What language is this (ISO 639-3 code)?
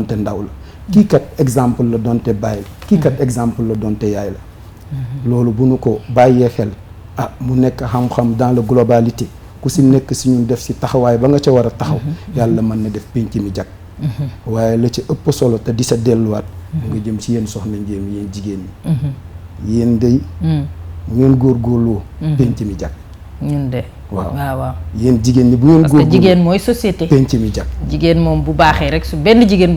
wol